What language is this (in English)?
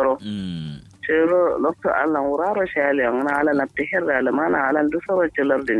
Kanuri